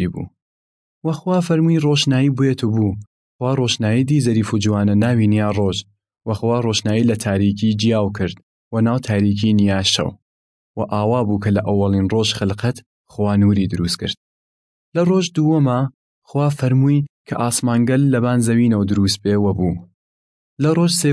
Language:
Southern Kurdish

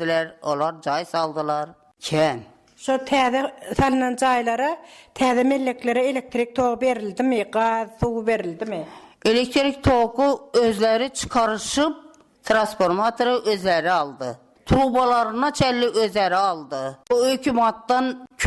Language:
Turkmen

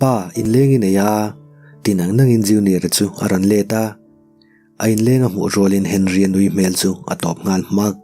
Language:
Mizo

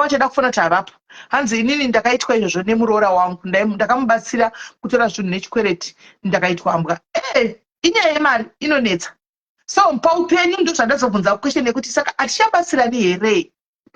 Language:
Shona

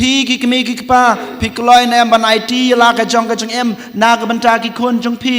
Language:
Khasi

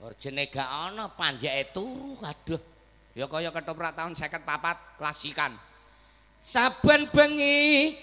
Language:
Javanese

